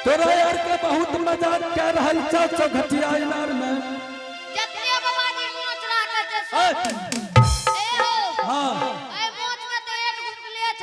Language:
Angika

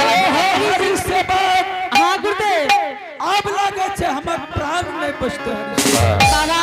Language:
Angika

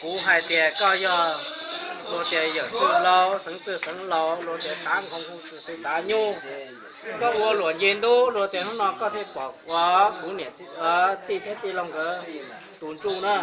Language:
Hmong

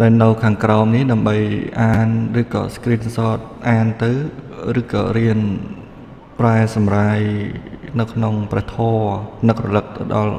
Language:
Khmer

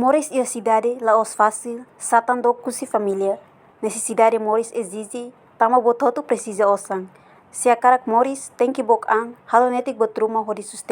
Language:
Tetum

